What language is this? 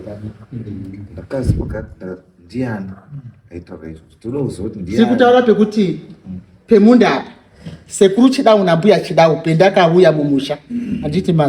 Shona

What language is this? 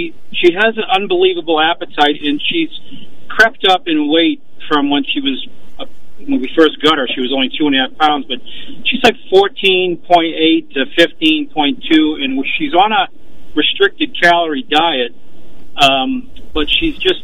English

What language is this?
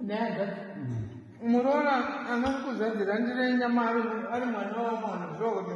Shona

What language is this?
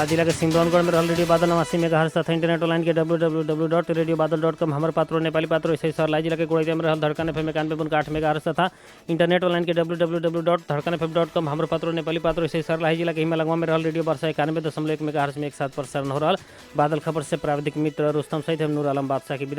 Bhojpuri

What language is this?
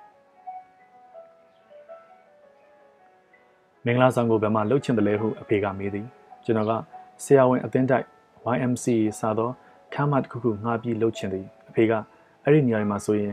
Burmese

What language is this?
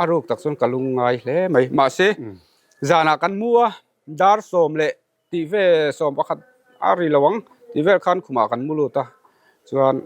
Mizo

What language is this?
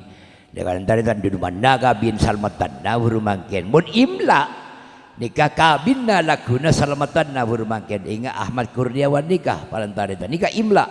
Madurese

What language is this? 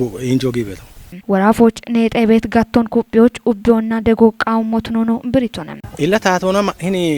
Kafa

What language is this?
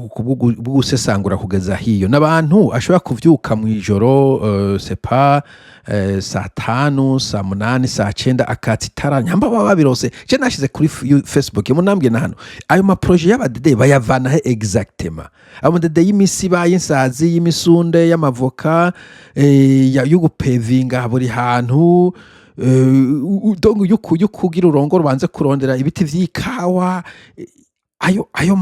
Rundi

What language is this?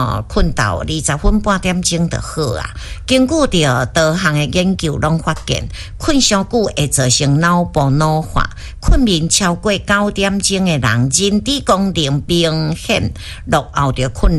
Min Nan Chinese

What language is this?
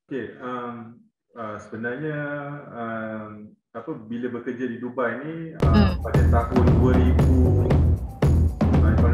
Malay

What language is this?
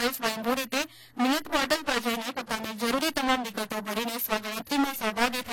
Gujarati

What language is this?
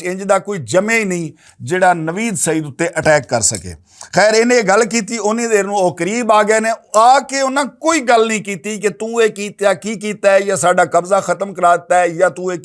Western Panjabi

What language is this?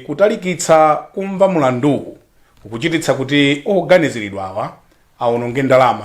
Nyanja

